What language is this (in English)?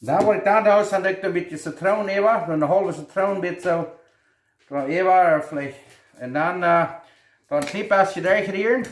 Plautdietsch